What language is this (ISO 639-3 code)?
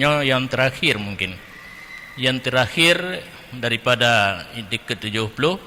ace